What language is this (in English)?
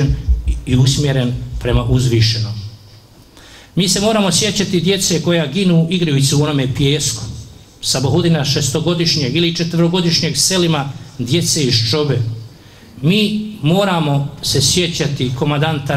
Bosnian